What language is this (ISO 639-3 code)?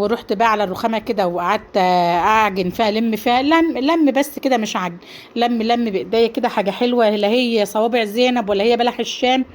arz